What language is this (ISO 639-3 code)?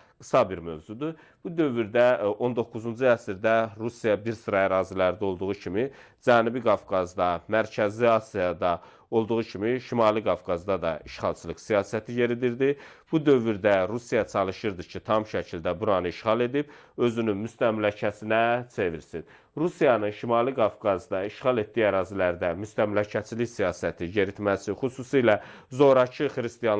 aze